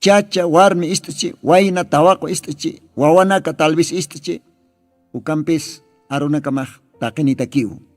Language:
Aymara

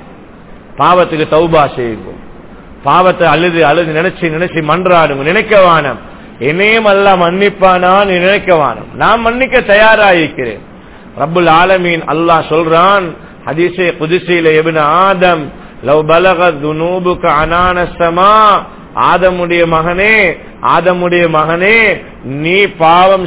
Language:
Tamil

